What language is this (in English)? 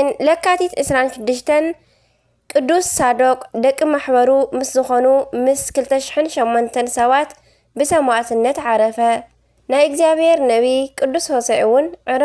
Tigrinya